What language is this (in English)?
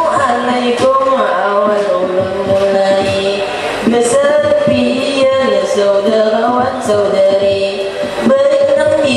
Banjar